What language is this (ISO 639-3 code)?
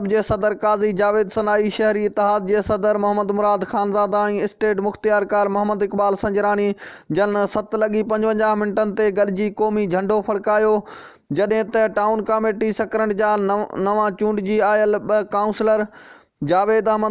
snd